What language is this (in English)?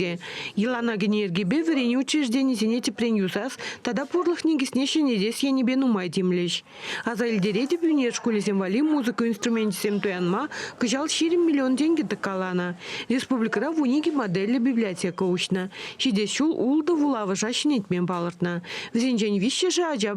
Chuvash